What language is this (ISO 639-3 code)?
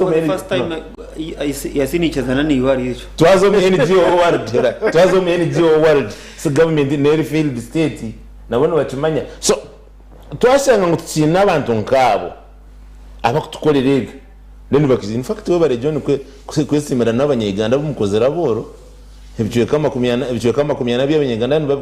nyn